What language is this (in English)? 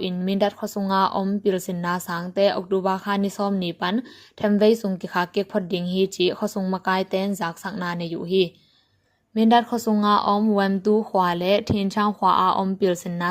Tedim Chin